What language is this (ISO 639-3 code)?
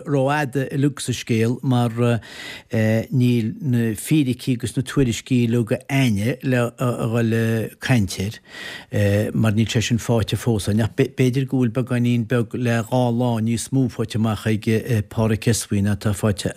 gle